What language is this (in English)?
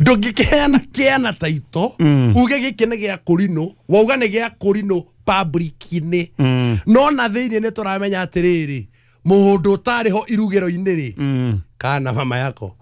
Kikuyu